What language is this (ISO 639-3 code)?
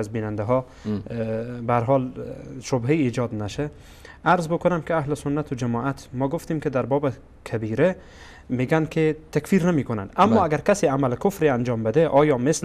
fas